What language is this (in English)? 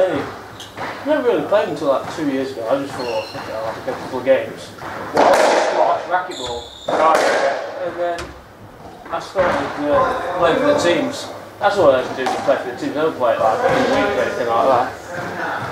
English